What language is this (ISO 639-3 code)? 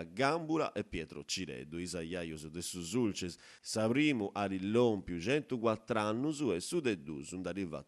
srd